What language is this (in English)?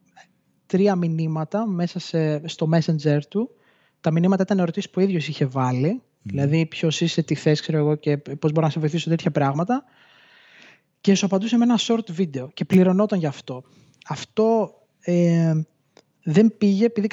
Greek